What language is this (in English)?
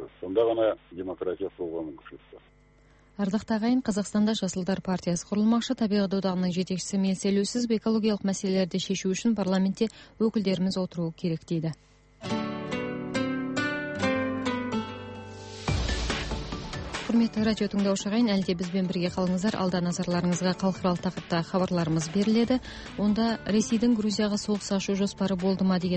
Kazakh